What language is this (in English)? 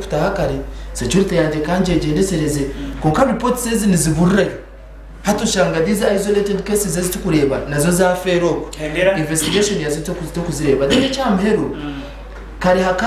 Nyankole